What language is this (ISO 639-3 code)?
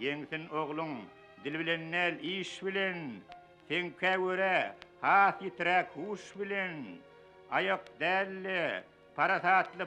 tuk